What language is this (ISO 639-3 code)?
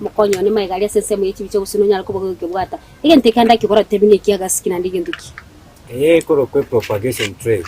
guz